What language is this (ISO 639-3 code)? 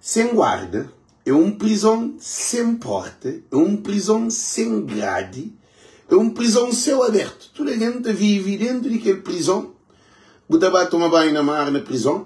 kea